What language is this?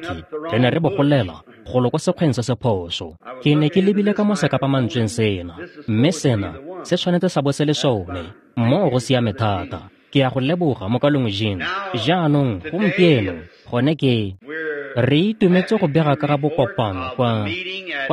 Tswana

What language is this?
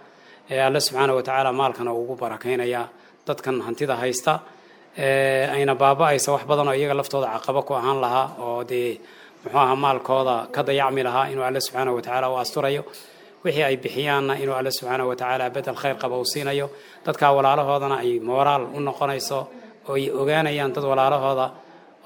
Somali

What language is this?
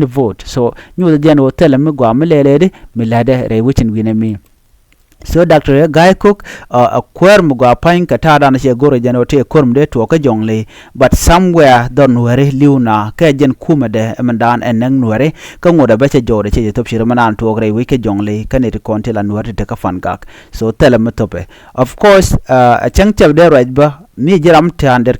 Nuer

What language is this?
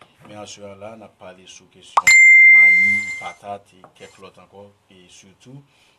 Haitian Creole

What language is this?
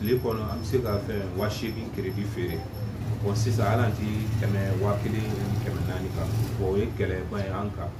Bambara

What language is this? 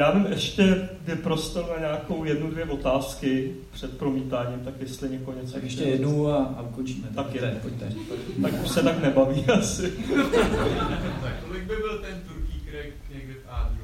Czech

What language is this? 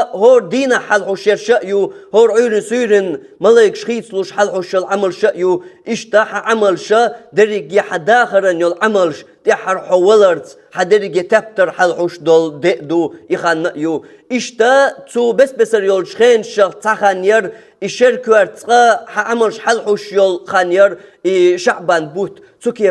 Chechen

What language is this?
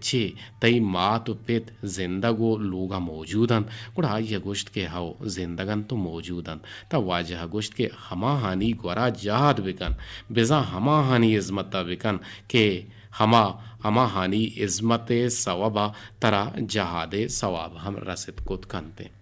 Eastern Balochi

